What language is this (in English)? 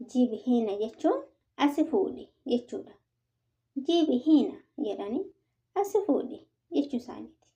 Oromo